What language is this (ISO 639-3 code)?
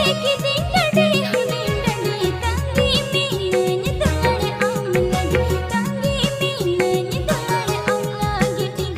sat